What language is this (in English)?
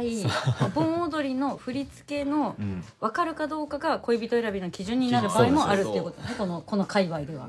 Japanese